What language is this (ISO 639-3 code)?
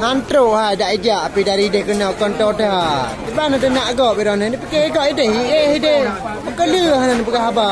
ace